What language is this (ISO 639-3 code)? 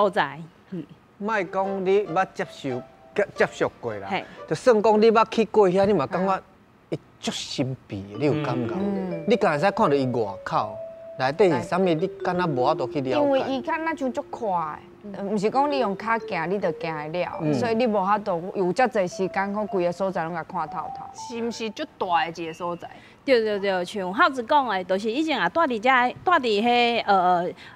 nan